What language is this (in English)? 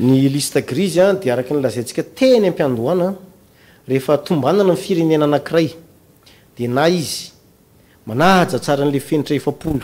Malagasy